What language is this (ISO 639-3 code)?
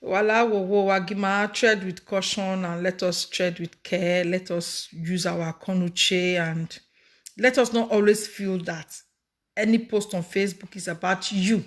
pcm